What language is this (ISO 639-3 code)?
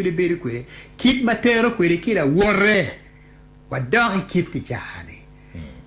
ach